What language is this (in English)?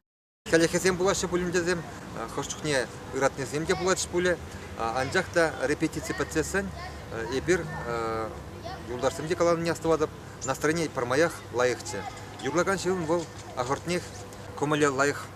Chuvash